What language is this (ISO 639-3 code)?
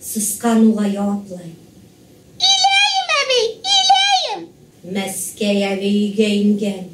bak